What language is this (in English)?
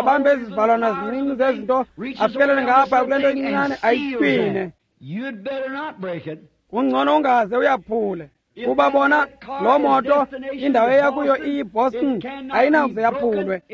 Xhosa